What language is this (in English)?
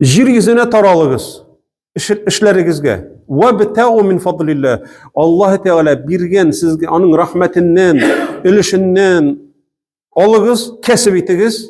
Tatar